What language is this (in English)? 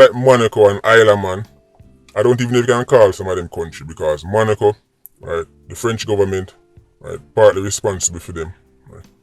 Jamaican Creole English